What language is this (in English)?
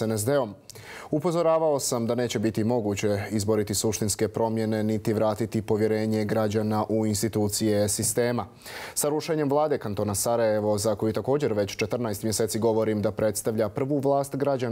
Bosnian